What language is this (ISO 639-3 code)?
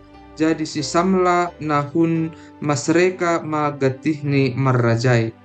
bts